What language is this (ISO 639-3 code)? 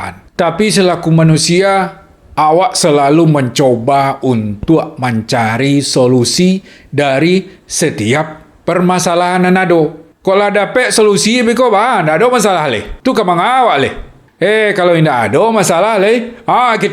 min